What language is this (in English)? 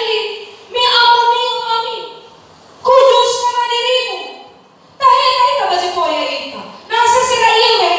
Nias